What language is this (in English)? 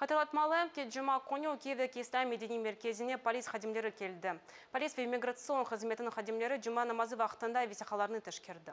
Crimean Tatar